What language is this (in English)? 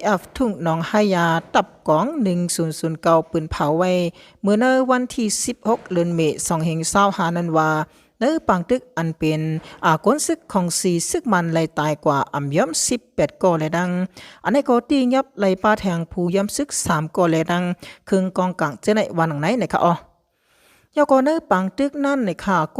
Shan